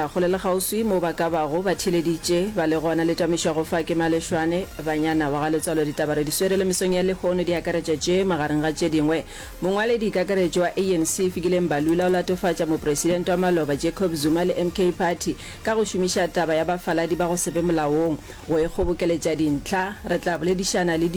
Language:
Northern Sotho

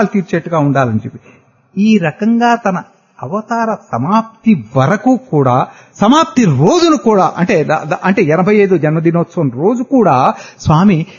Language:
Telugu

